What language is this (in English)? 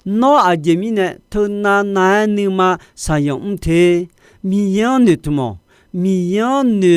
Akha